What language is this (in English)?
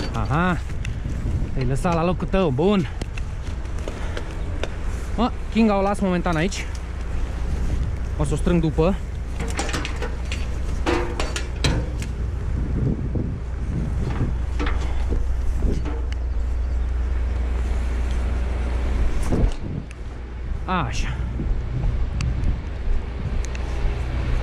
Romanian